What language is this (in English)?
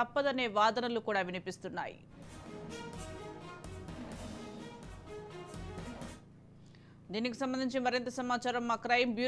Telugu